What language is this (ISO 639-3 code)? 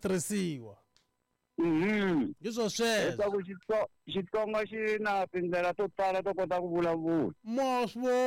tso